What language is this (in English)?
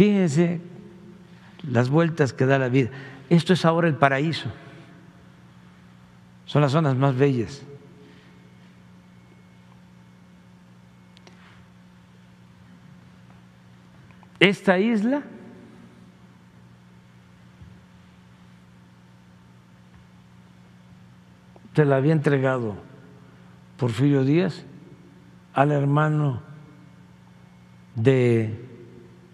Spanish